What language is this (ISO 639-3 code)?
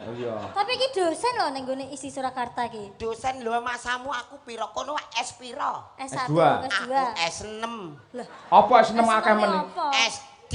jav